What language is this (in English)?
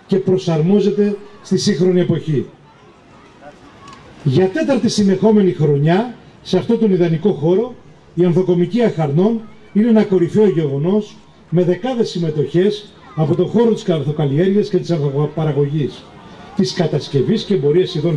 Greek